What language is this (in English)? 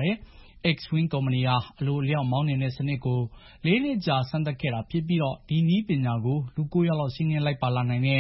Burmese